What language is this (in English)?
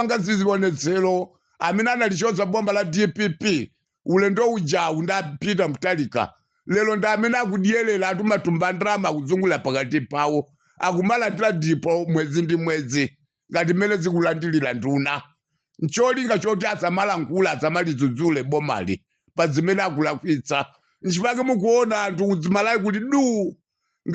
Nyanja